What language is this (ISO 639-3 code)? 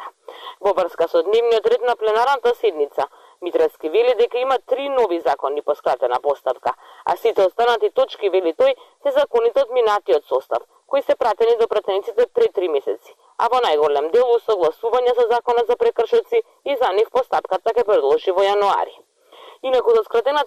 mkd